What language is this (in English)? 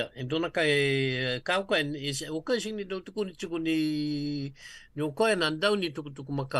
Fijian